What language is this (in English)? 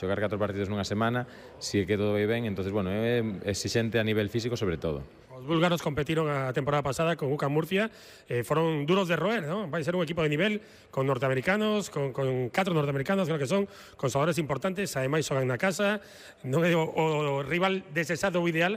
Galician